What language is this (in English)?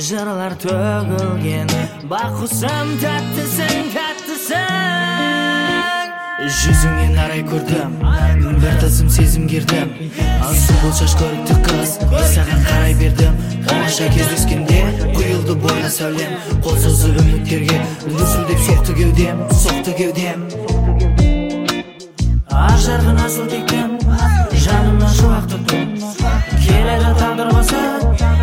Kazakh